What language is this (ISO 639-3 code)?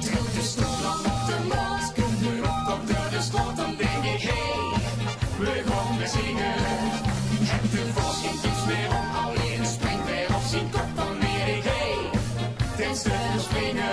lim